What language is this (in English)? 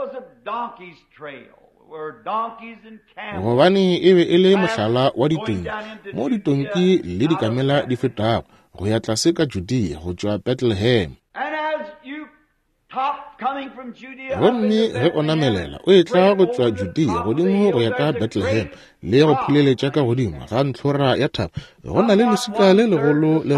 Northern Sotho